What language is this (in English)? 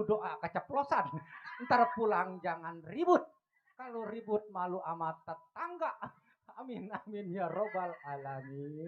Betawi